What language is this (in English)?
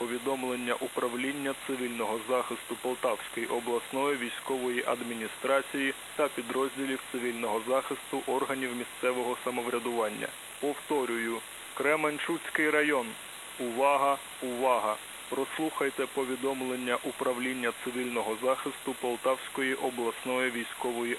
Ukrainian